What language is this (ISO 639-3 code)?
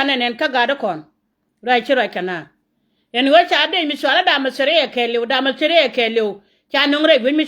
nus